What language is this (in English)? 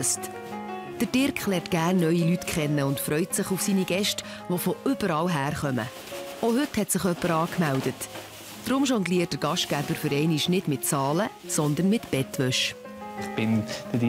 Swiss German